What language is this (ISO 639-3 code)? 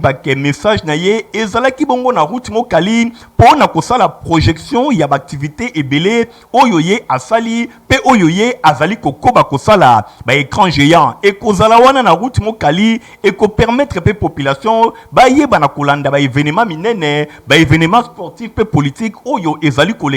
lin